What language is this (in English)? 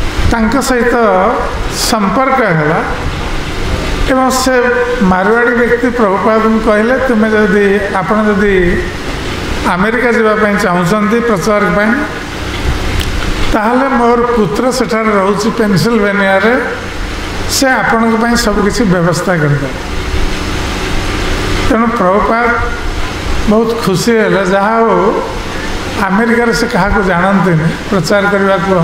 Odia